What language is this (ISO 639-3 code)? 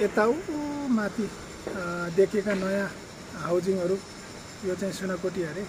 nep